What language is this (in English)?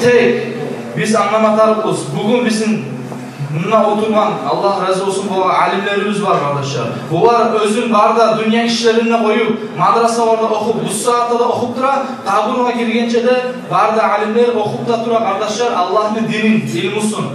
Kumyk